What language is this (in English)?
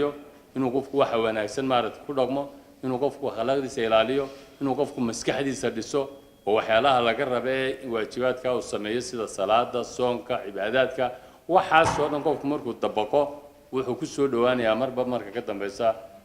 Somali